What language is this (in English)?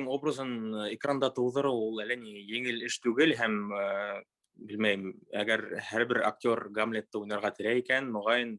Bashkir